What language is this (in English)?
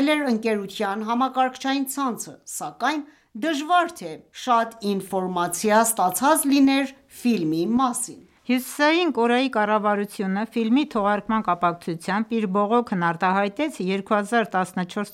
Armenian